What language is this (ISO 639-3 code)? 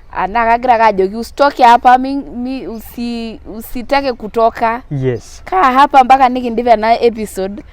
mas